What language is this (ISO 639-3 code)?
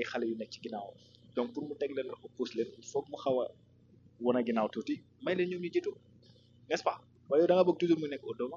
wol